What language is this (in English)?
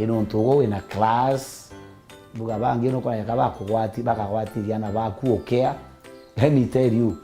Meru